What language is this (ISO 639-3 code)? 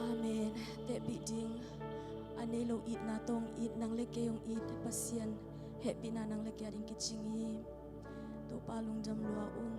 ctd